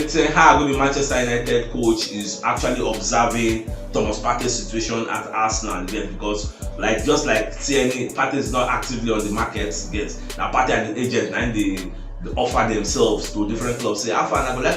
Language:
Nigerian Pidgin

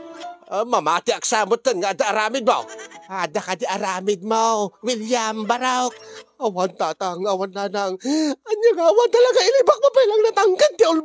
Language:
Iloko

